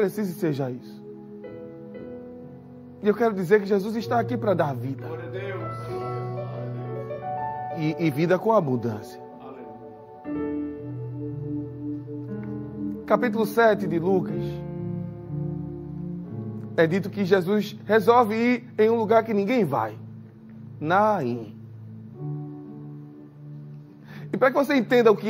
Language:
Portuguese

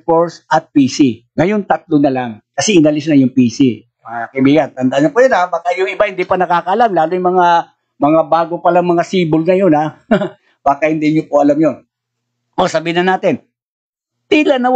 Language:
Filipino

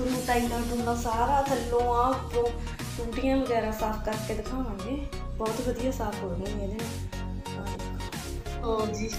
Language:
Punjabi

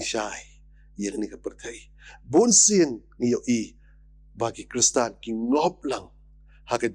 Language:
Khasi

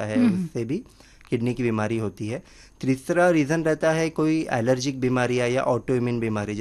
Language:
Hindi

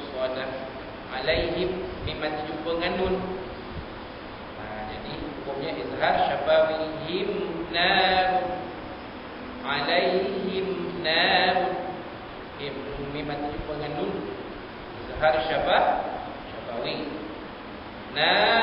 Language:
Malay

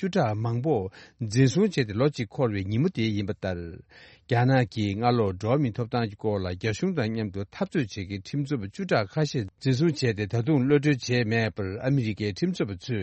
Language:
Tibetan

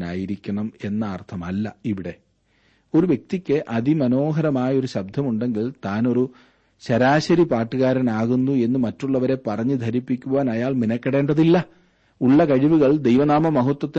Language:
Malayalam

